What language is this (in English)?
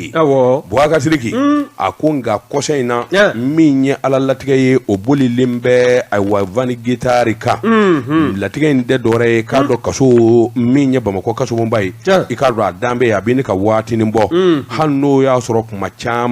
Bambara